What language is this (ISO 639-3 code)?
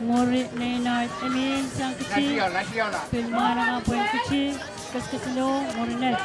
pon